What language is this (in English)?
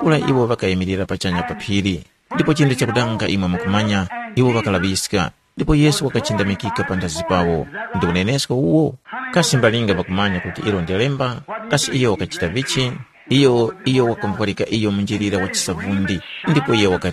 Tumbuka